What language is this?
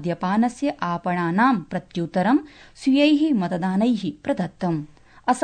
Sanskrit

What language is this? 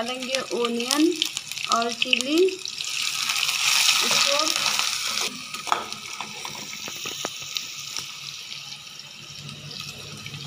Hindi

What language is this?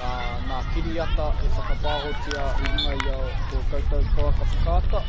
Māori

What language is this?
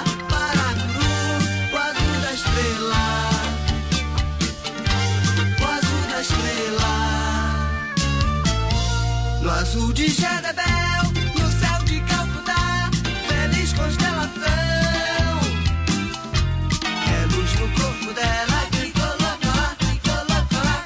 Portuguese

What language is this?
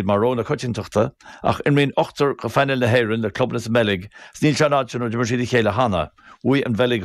Irish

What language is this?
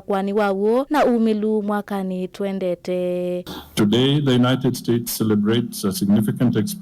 Kamba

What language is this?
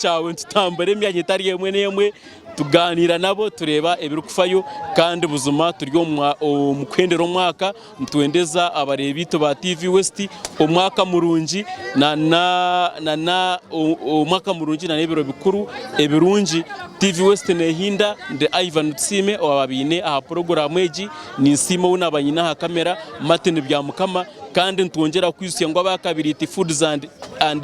Nyankole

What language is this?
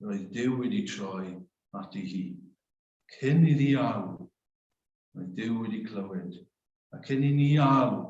Welsh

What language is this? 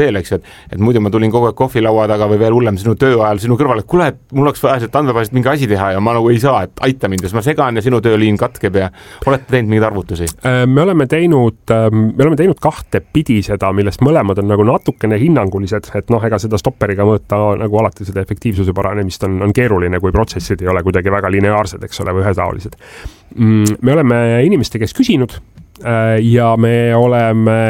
Estonian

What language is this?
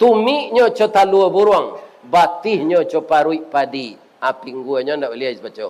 Minangkabau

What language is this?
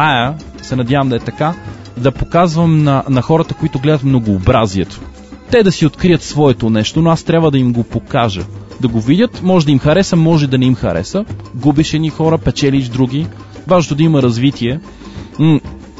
Bulgarian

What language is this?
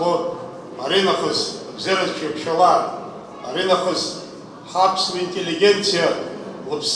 Abkhazian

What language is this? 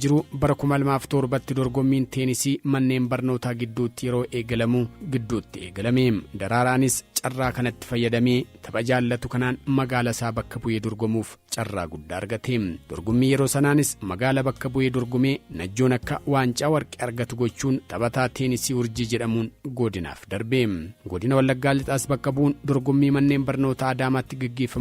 Oromo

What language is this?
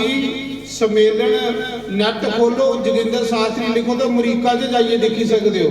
Dogri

